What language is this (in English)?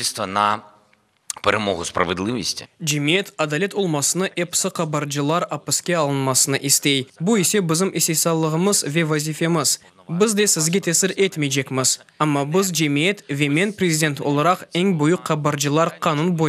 Crimean Tatar